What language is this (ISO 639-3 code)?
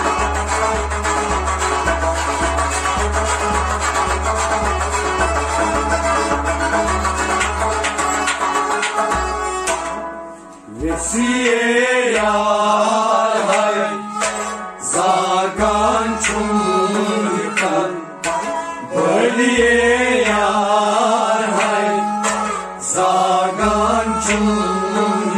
kas